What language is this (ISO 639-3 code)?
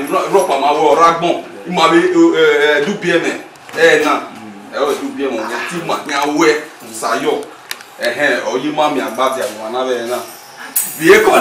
bin